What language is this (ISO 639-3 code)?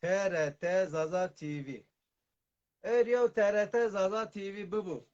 zza